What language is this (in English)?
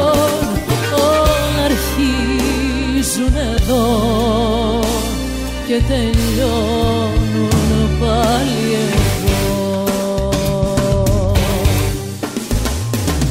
Greek